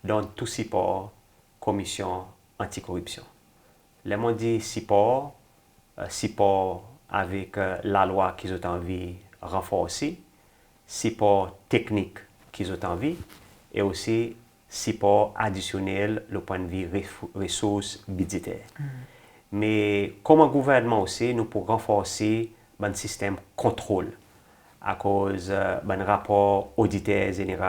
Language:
Seselwa Creole French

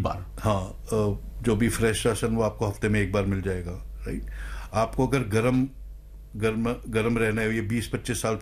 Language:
Hindi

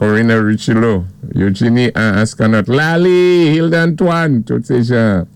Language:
Saint Lucian Creole French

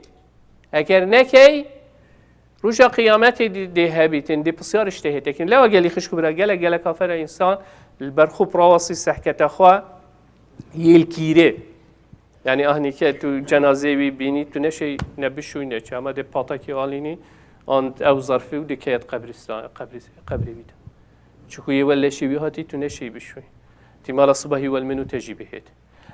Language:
Kurdish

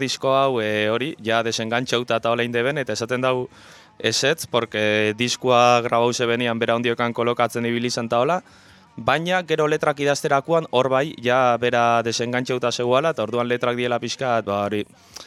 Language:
Basque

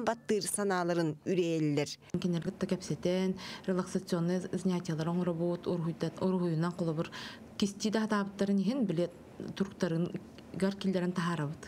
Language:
Yakut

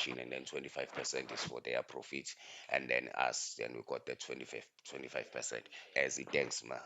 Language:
Zulu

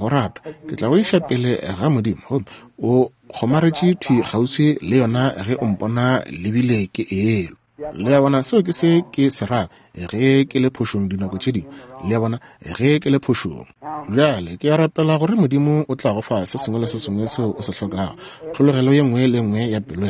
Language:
Northern Sotho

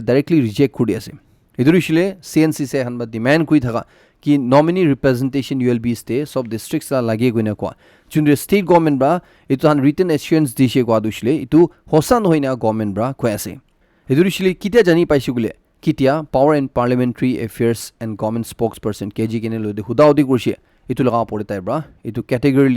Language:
Naga Pidgin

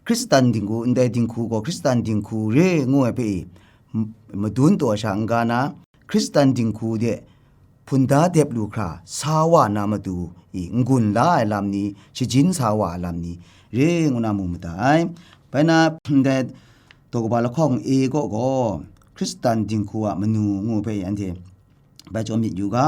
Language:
Kachin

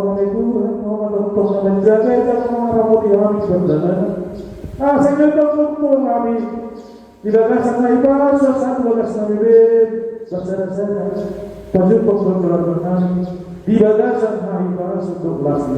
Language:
Batak Toba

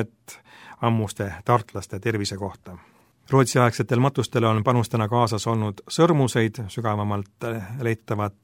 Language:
Estonian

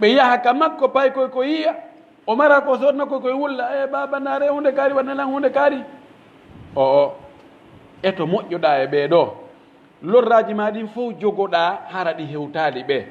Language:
Pular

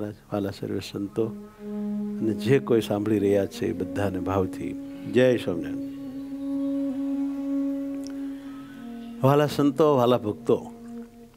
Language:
Gujarati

